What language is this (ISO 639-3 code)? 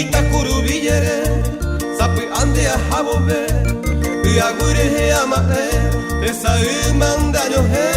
grn